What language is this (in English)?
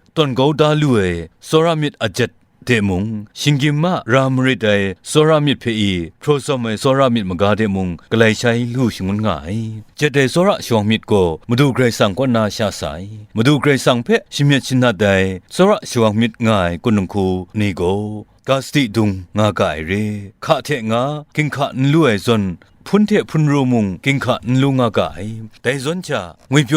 Kachin